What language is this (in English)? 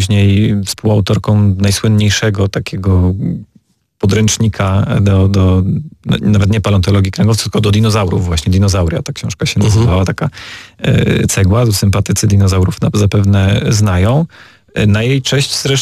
Polish